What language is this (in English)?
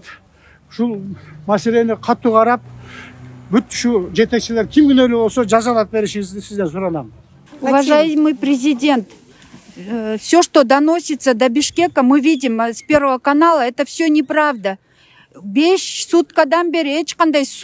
Kyrgyz